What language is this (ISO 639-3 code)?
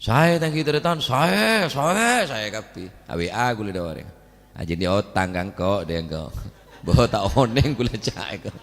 mad